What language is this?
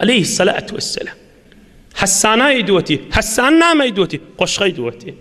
Turkmen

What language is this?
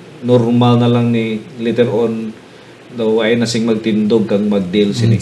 Hiligaynon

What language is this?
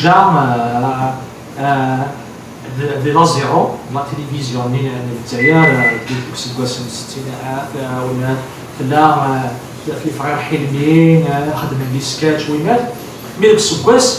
Kabyle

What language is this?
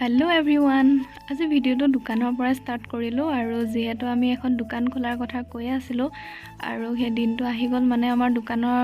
Assamese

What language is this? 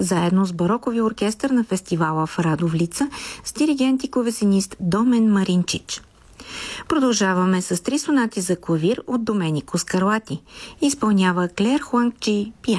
Bulgarian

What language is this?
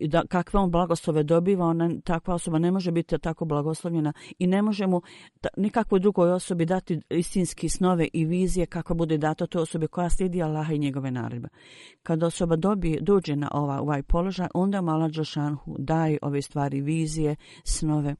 Bosnian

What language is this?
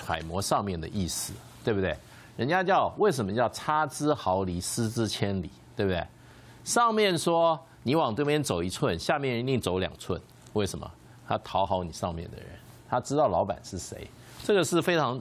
Chinese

